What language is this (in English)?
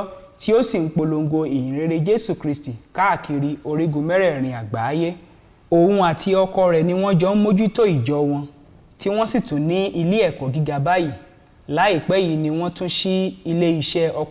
Yoruba